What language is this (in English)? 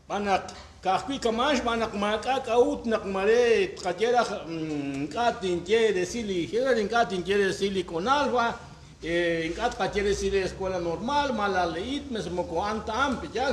Kekchí